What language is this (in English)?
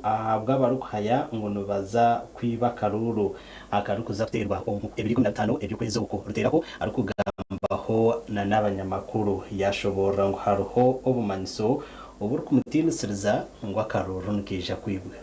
Nyankole